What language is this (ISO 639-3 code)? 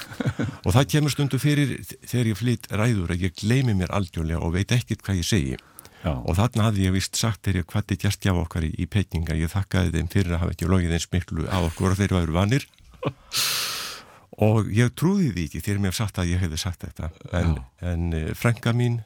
isl